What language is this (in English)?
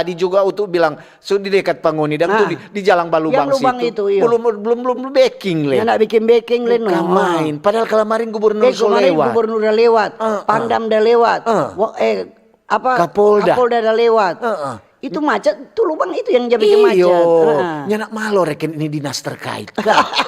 Manado Malay